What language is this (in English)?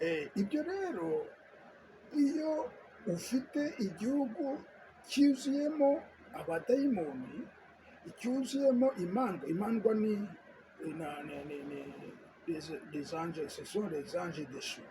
Kinyarwanda